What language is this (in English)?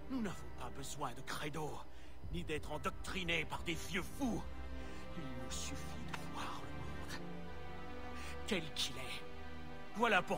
French